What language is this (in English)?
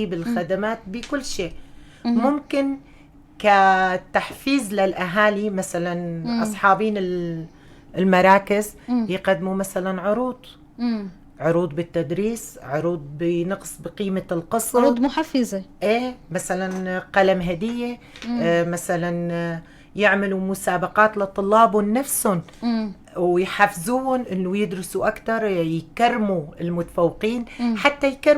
North Levantine Arabic